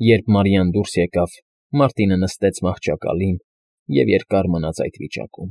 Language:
Armenian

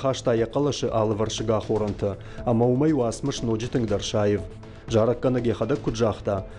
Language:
Ossetic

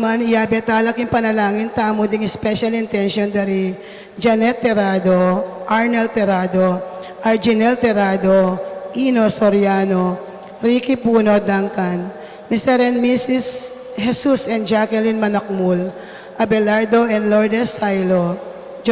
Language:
Pampanga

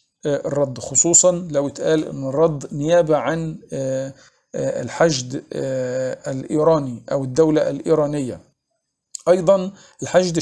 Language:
Egyptian Arabic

